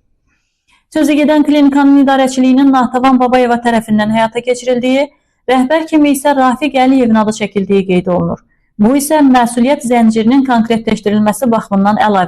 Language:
Azerbaijani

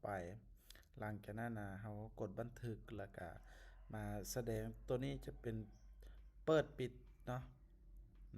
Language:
Lao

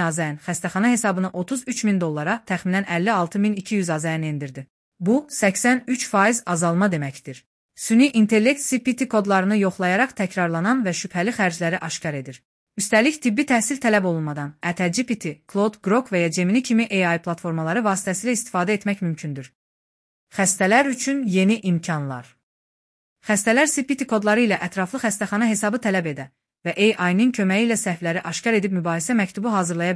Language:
Azerbaijani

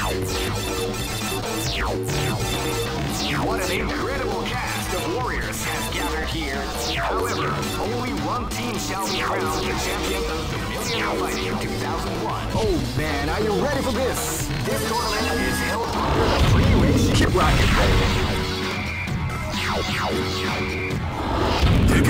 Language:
English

